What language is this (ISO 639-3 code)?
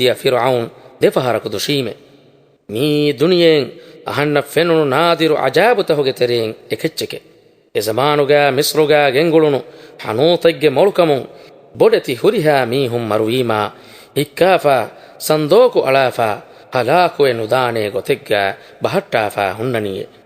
div